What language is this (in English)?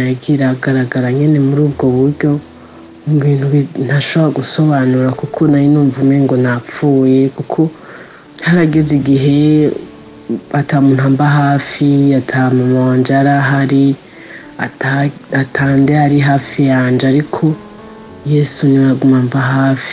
Rundi